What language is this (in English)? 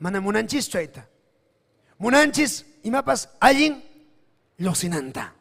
Ayacucho Quechua